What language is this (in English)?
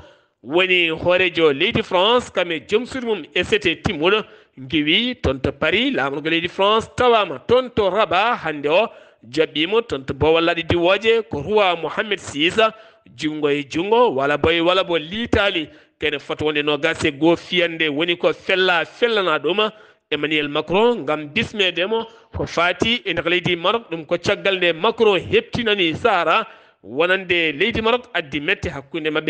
Fula